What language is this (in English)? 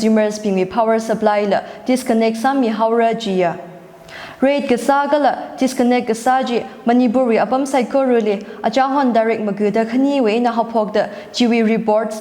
Tangkhul Naga (India)